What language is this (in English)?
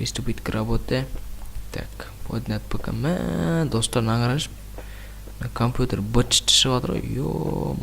Kazakh